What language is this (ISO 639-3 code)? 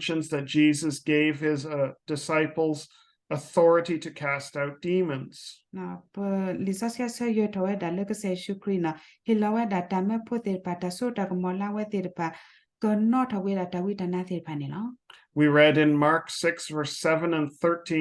ksw